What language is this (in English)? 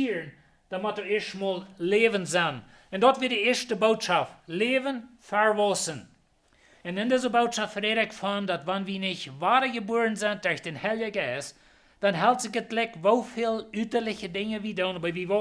Plautdietsch